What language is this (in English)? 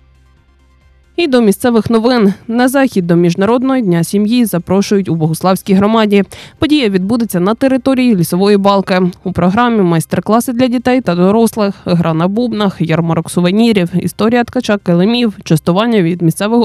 Ukrainian